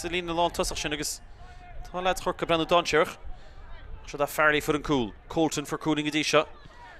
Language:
Irish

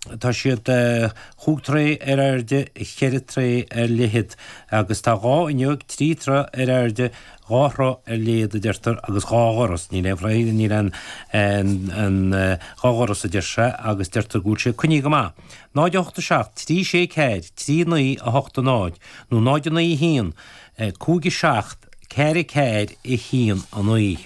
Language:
Irish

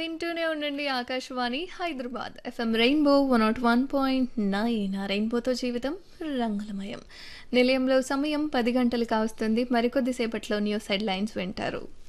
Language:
Telugu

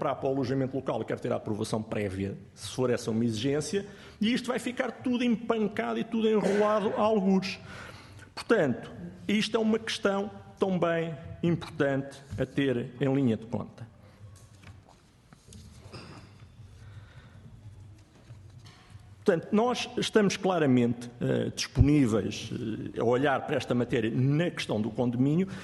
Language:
Portuguese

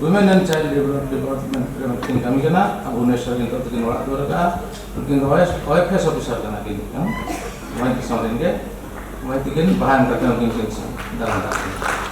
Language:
Santali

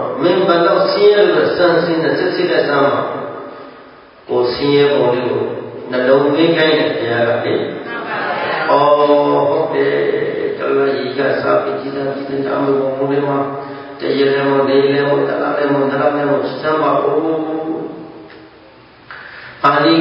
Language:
Burmese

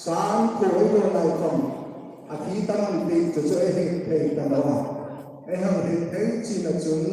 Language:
Hmar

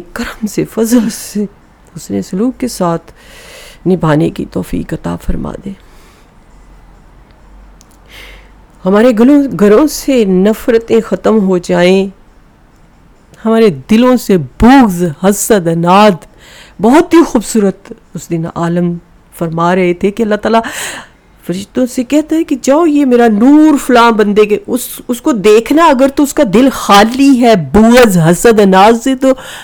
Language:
Urdu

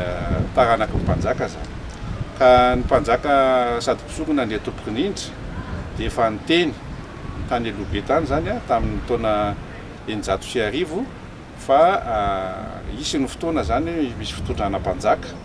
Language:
Malagasy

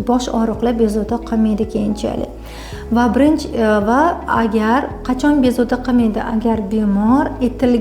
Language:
Uzbek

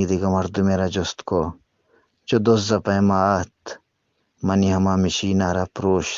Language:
Eastern Balochi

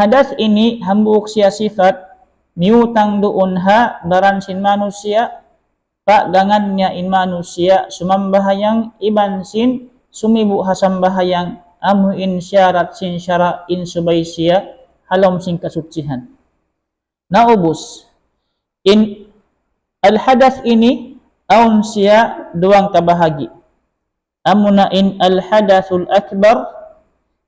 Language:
Tausug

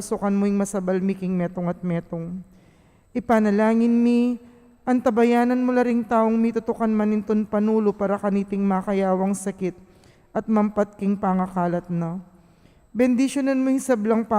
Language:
Pampanga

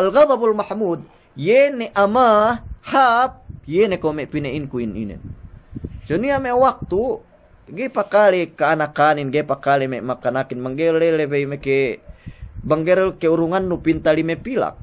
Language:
Yakan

